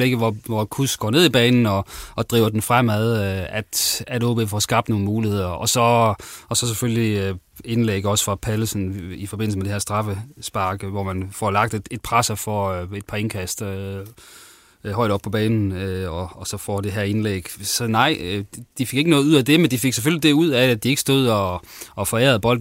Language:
Danish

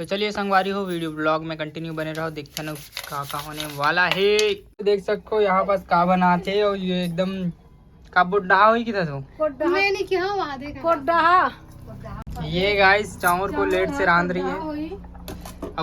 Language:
Chhattisgarhi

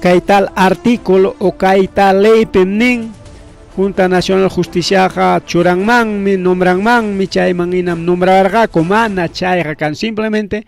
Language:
Ayacucho Quechua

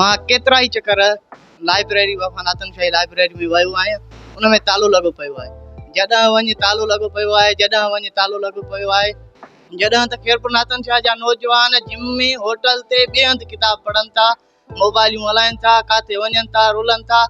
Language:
Sindhi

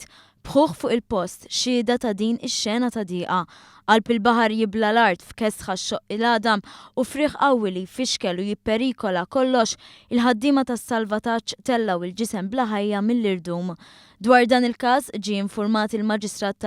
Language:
Maltese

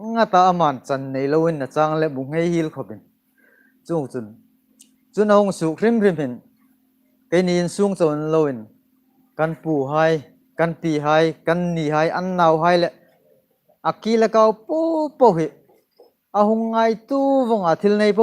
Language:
Hmar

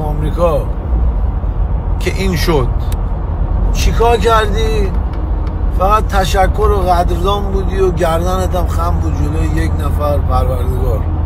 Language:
Persian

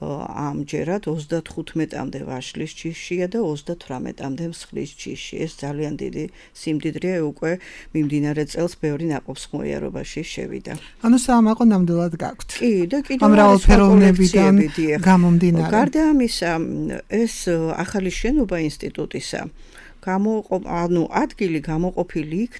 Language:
Georgian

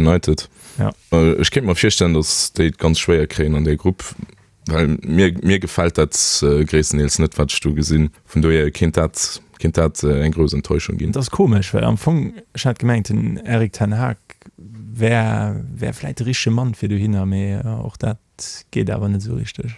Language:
Luxembourgish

